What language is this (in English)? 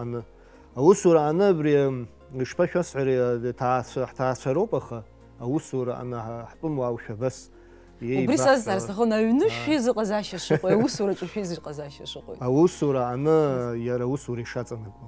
Abkhazian